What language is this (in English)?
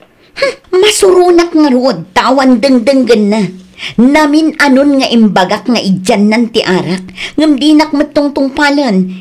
Iloko